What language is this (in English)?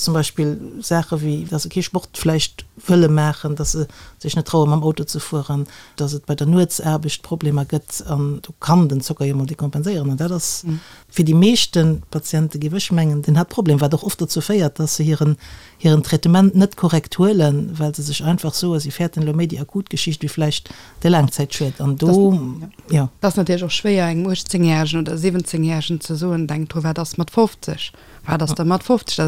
Luxembourgish